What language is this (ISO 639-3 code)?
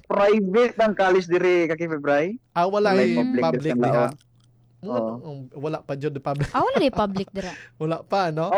ceb